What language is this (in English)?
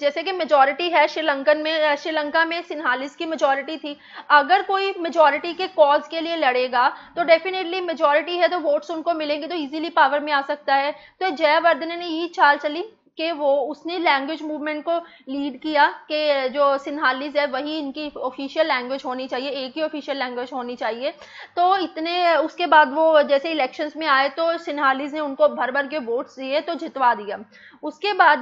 Hindi